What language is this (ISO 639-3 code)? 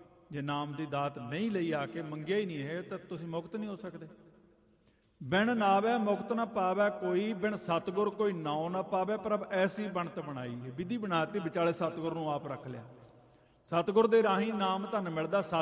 pan